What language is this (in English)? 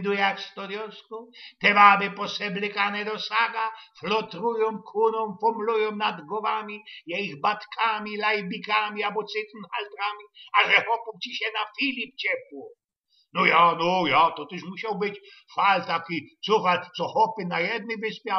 Silesian